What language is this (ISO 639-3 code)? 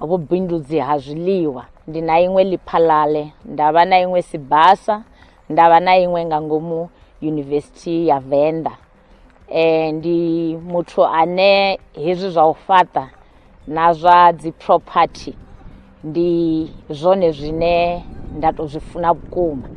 ven